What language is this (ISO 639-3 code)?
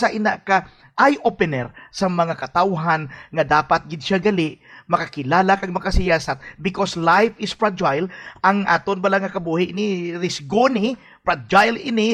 hil